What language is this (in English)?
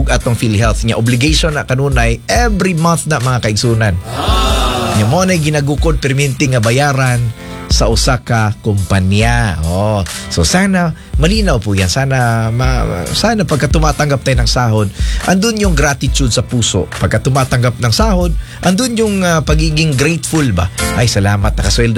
Filipino